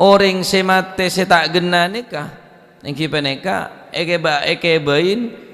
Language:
Madurese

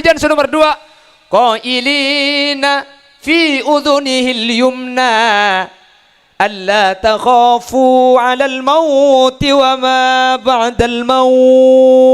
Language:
Madurese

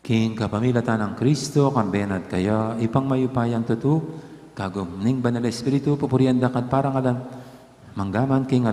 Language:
Pampanga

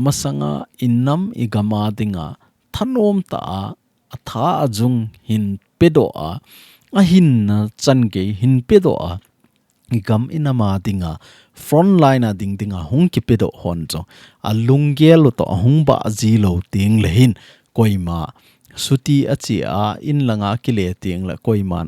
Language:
Thado Chin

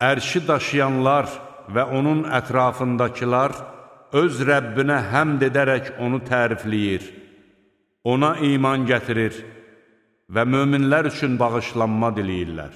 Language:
Azerbaijani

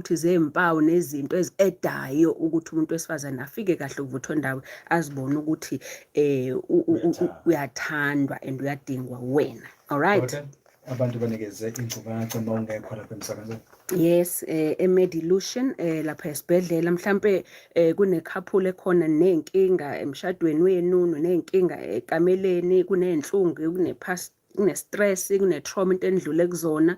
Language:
Zulu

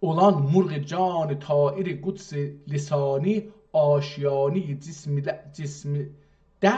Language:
South Azerbaijani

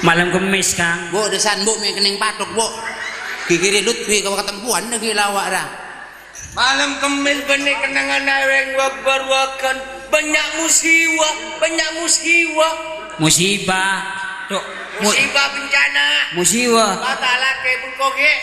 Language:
Madurese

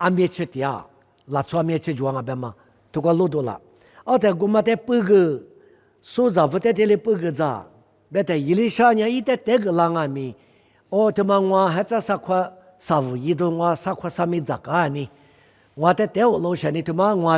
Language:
Lisu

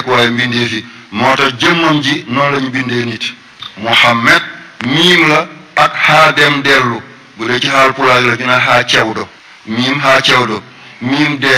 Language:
Wolof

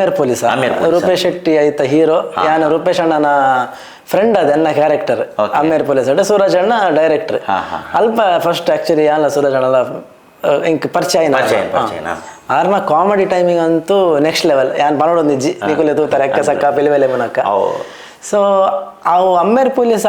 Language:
Tulu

